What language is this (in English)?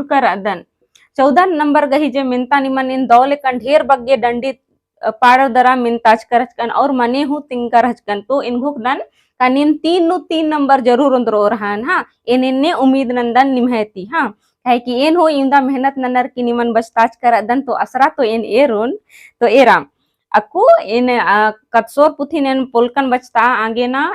Kurukh